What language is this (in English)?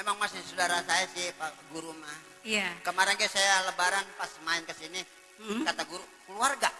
Betawi